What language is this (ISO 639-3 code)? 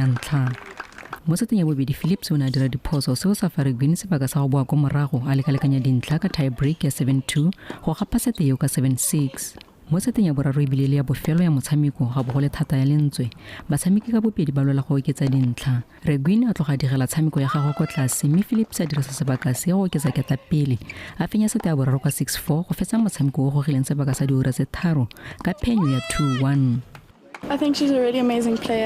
tsn